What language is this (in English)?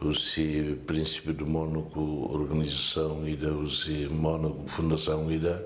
Tetum